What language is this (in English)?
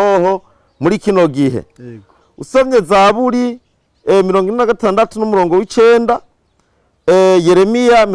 Rundi